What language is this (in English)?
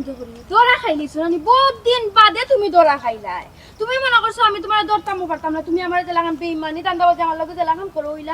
Sylheti